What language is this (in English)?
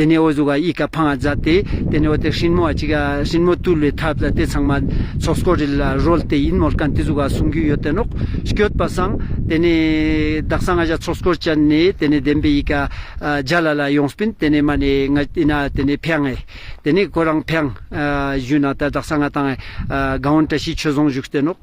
Ladakhi